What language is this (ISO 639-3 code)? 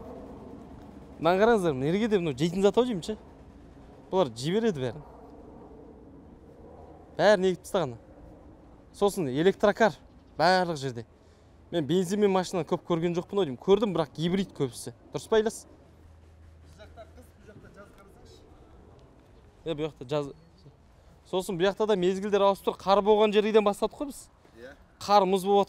kaz